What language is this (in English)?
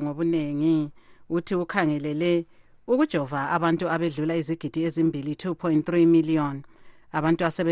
North Ndebele